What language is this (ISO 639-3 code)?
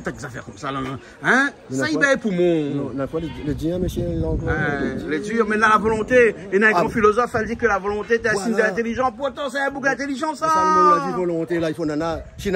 rcf